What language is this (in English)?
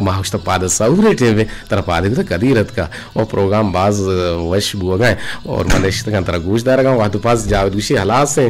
Eastern Balochi